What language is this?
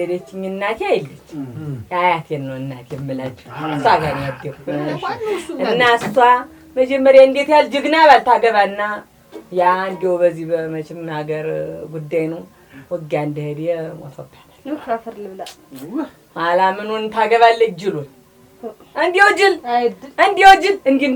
Amharic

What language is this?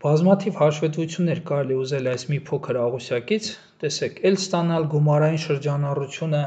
Armenian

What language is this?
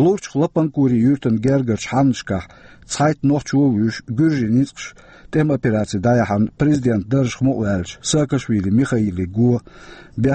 Chechen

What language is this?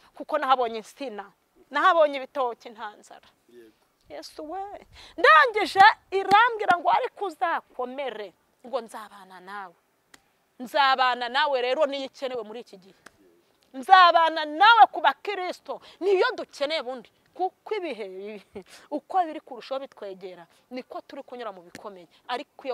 Kinyarwanda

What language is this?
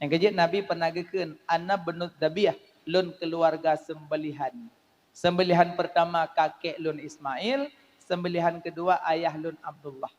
Achinese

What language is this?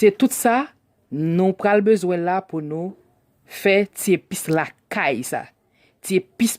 Haitian Creole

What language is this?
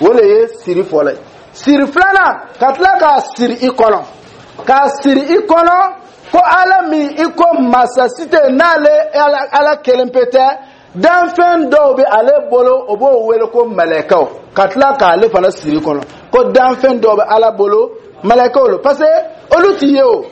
Dyula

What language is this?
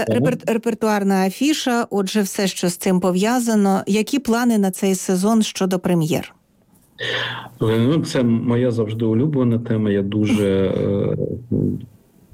Ukrainian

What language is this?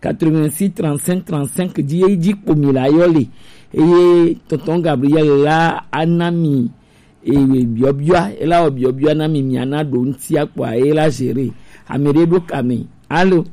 Gen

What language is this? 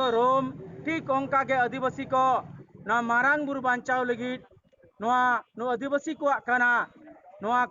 Santali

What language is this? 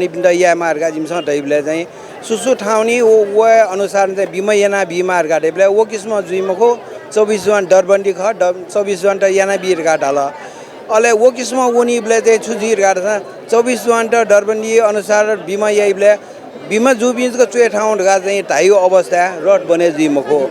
Newari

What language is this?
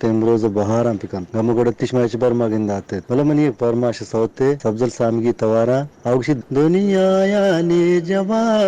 Eastern Balochi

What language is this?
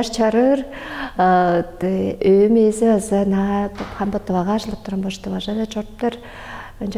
Tuvinian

